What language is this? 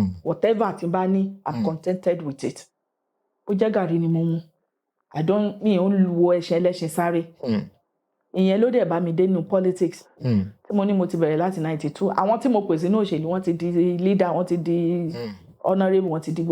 Yoruba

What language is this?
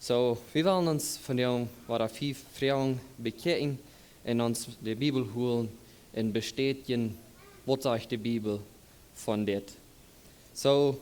Plautdietsch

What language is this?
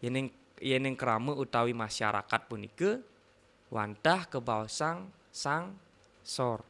Balinese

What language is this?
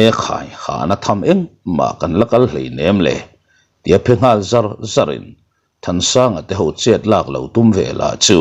Mizo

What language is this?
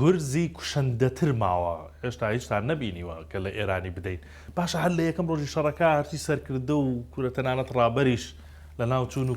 Central Kurdish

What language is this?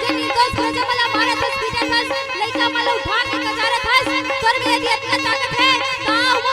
Chhattisgarhi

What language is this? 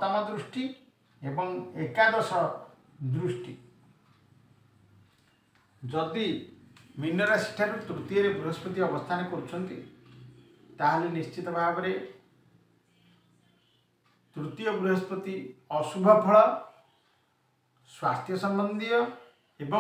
Odia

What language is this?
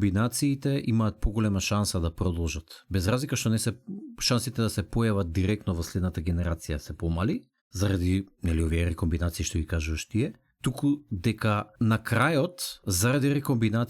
Macedonian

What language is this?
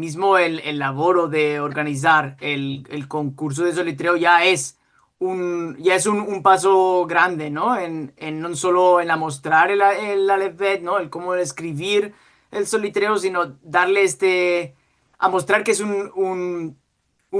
Ladino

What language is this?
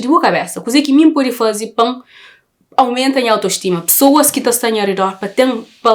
Kabuverdianu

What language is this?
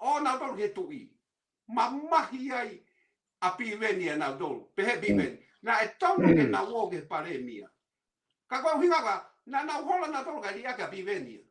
Tongan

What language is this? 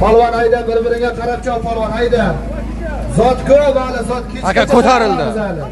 Uzbek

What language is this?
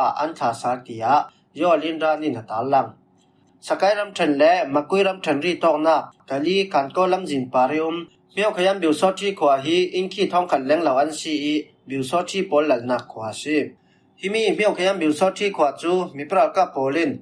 Falam Chin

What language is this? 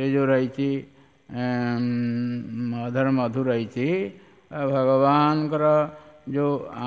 Odia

